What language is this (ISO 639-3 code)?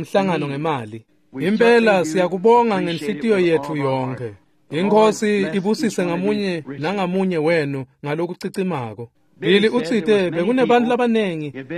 ssw